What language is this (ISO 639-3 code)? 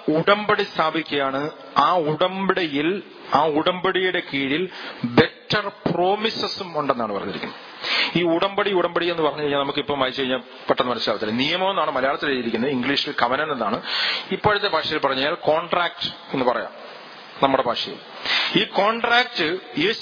mal